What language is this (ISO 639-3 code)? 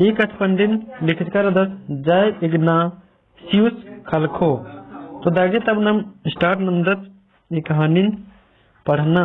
kru